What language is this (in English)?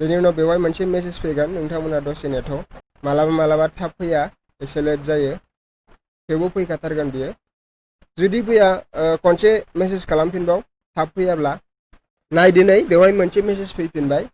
Bodo